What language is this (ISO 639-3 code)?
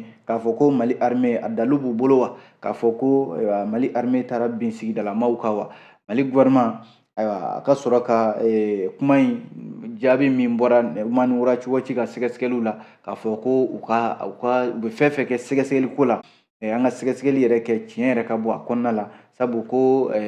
bam